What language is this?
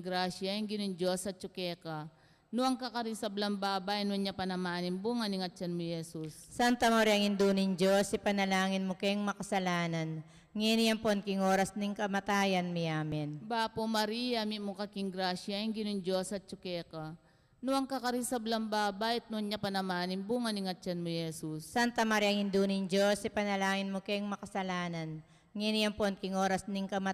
Pampanga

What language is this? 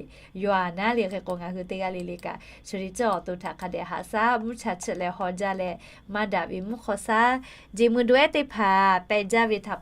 Lahu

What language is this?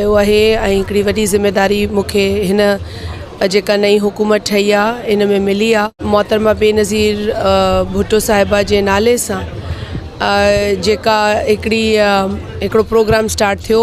Sindhi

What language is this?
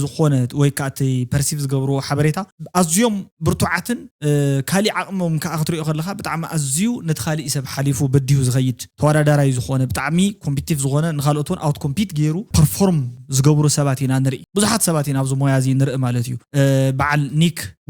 Tigrinya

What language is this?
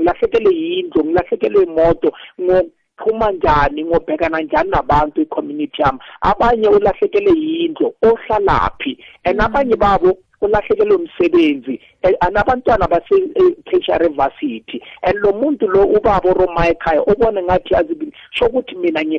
South Ndebele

